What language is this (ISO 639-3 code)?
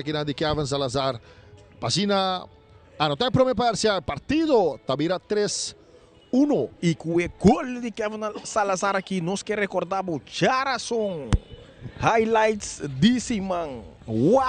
pap